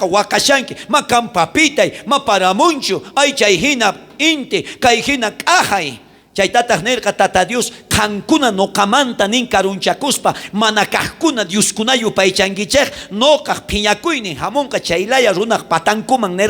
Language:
South Bolivian Quechua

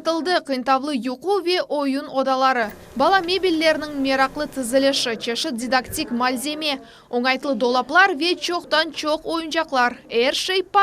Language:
Crimean Tatar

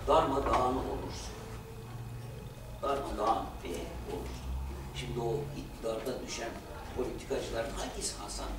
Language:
Turkish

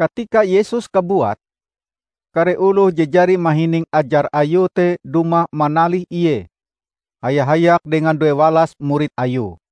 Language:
Ngaju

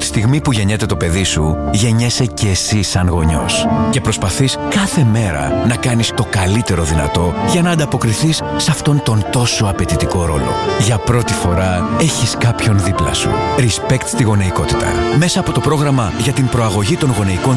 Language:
Greek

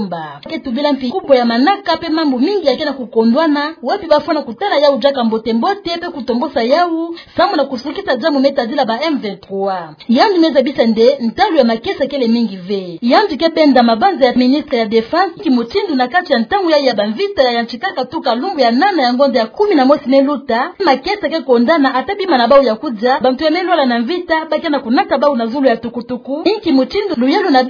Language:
Kituba (Democratic Republic of Congo)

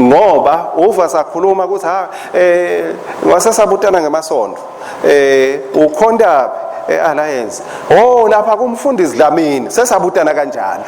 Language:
Swati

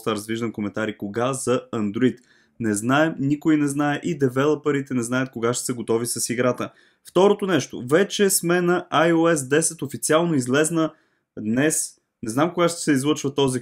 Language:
Bulgarian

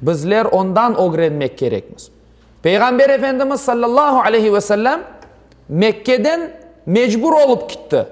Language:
Crimean Tatar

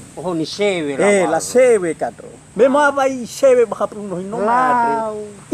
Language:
Nias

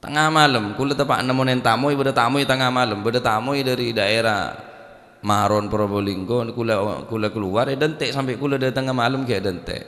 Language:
Madurese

